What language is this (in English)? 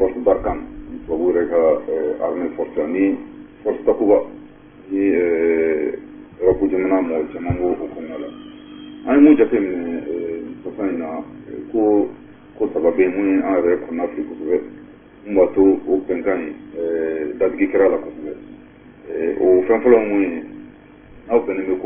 Bambara